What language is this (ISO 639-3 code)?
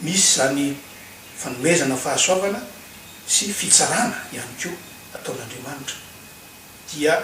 mlg